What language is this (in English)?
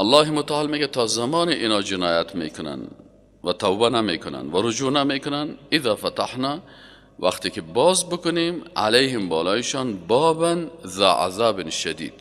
Persian